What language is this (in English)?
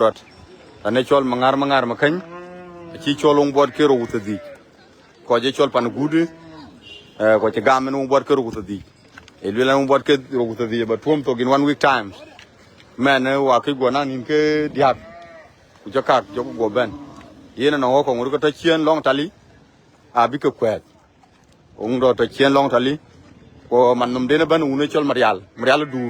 Dinka